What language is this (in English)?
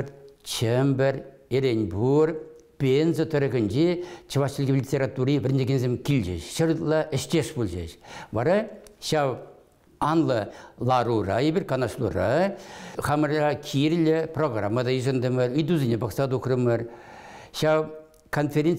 Chuvash